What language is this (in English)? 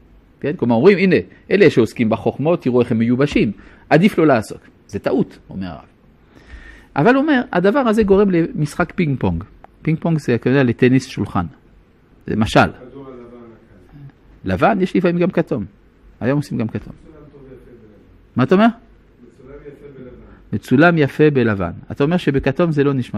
Hebrew